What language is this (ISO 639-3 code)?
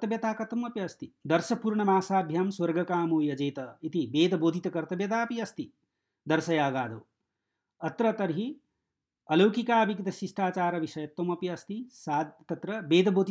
san